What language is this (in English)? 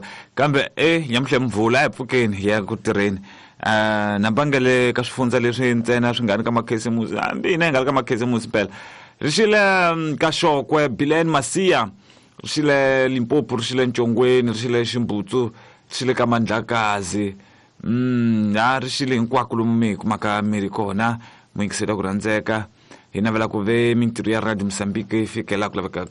Tsonga